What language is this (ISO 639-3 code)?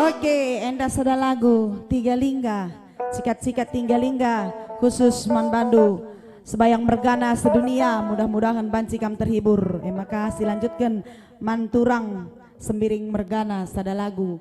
btx